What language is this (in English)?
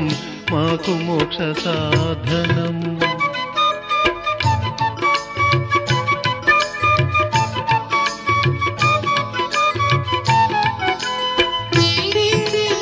Telugu